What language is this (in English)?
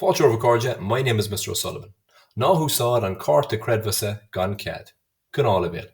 Irish